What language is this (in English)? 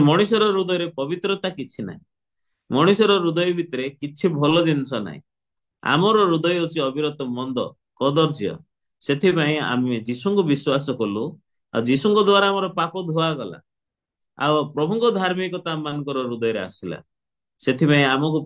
Odia